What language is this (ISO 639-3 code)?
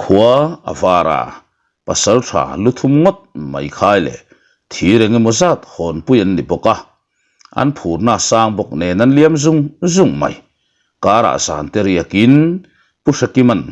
lus